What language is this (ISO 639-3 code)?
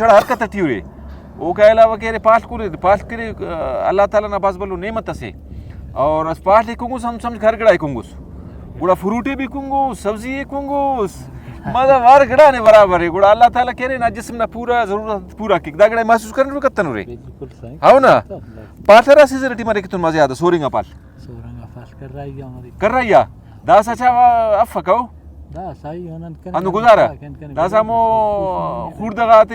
brh